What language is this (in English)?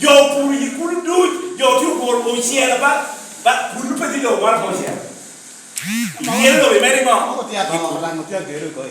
Lango (Uganda)